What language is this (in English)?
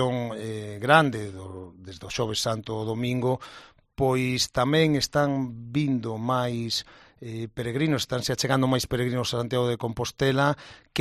Galician